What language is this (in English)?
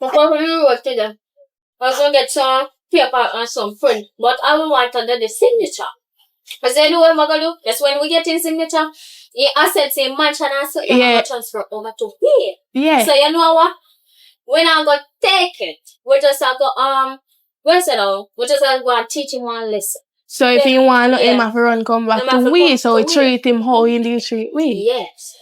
Jamaican Creole English